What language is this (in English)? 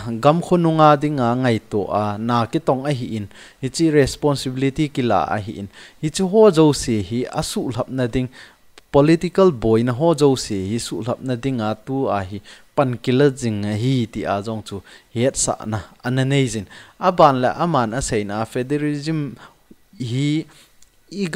Thado Chin